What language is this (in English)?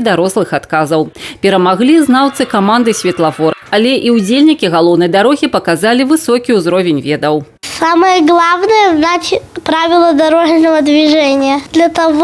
Belarusian